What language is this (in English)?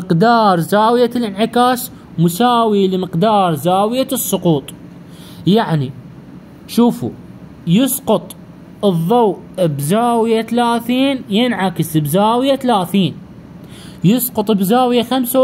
Mesopotamian Arabic